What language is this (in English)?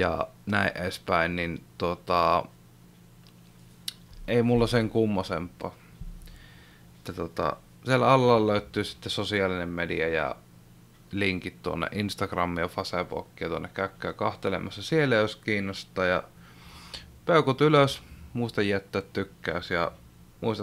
Finnish